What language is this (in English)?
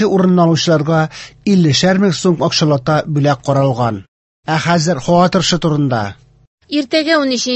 Tatar